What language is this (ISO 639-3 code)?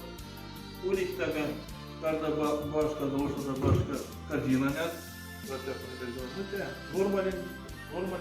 mdf